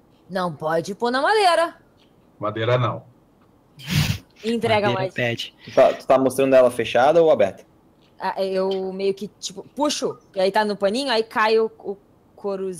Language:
Portuguese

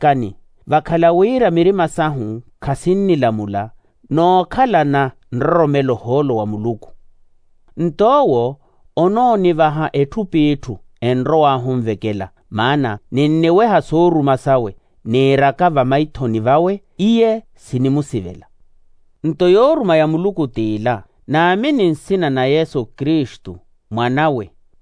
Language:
Makhuwa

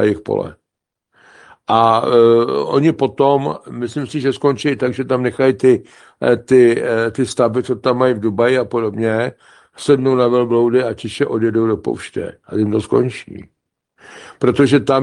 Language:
Czech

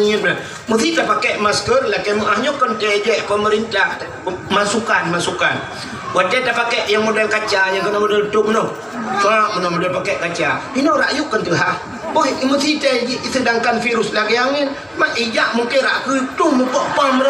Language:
Achinese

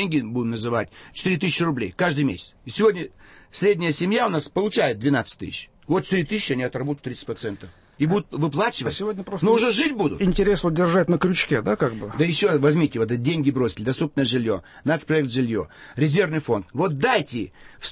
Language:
Russian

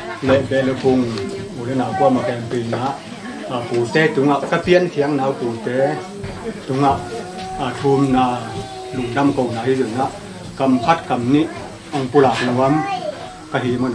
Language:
Tedim Chin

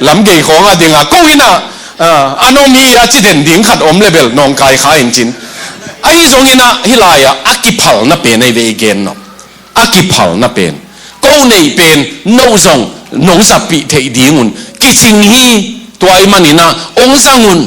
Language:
Tedim Chin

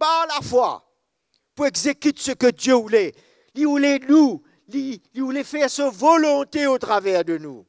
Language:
Morisyen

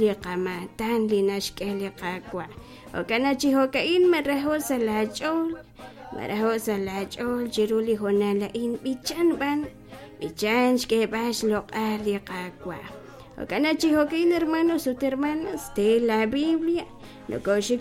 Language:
Kekchí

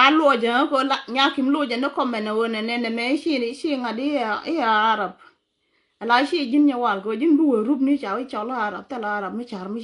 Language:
Nuer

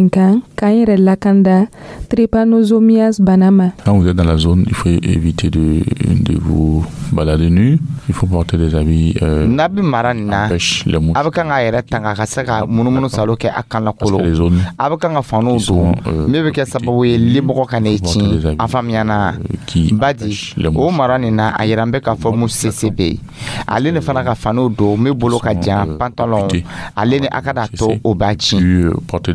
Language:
Dyula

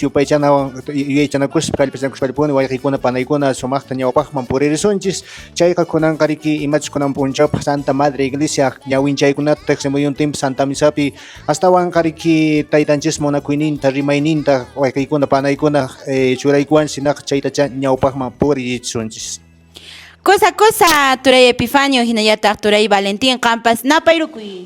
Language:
Quechua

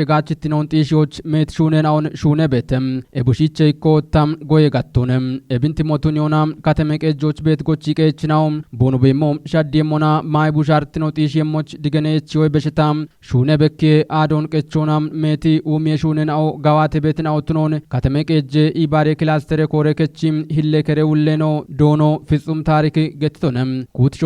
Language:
Kafa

